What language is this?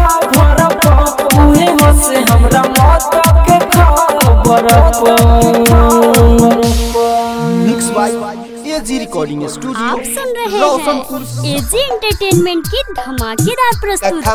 Bhojpuri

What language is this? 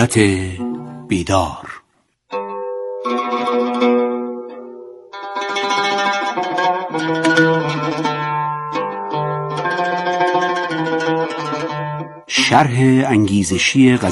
Persian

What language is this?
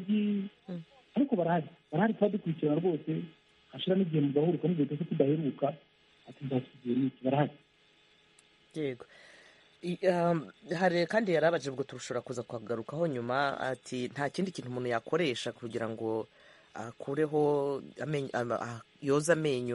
Kinyarwanda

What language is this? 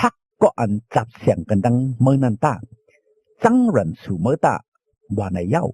Shan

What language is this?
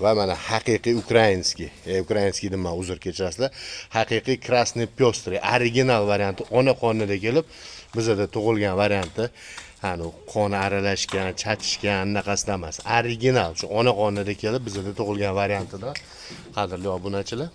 Uzbek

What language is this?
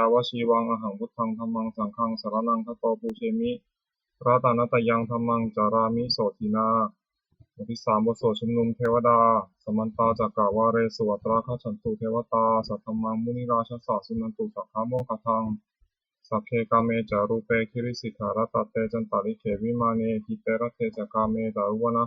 Pali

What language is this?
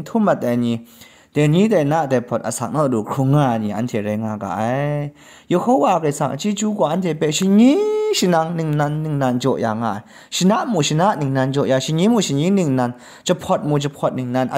Kachin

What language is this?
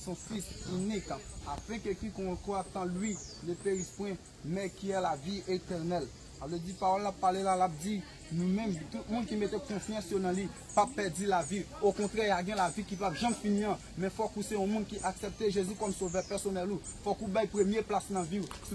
Haitian Creole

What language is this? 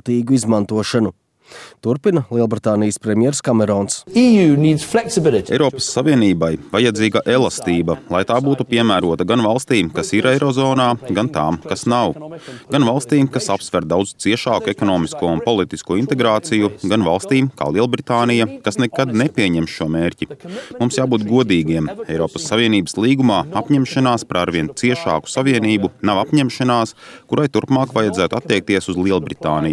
Latvian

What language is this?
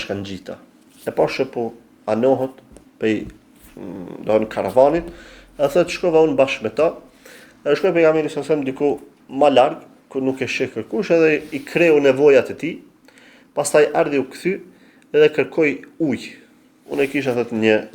Albanian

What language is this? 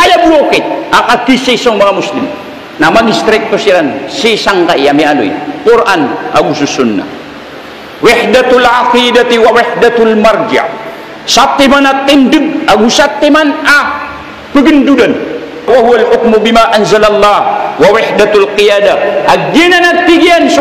Maranao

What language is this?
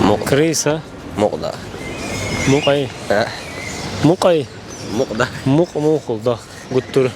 Chechen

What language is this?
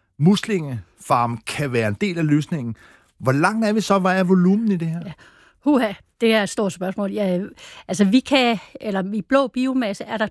Danish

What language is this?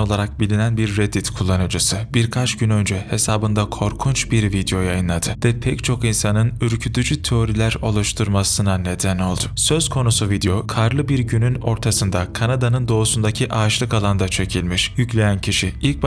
Turkish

